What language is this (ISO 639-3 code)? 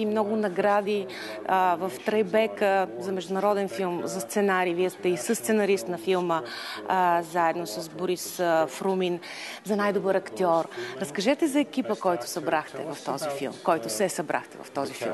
bul